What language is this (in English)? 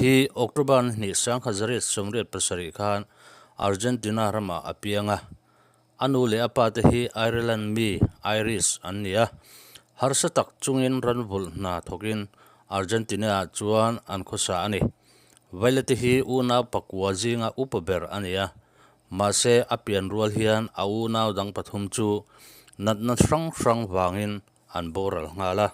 Mizo